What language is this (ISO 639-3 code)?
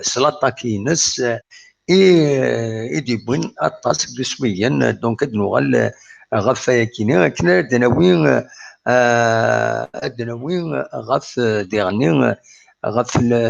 kab